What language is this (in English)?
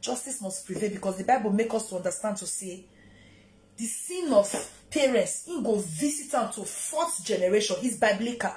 Nigerian Pidgin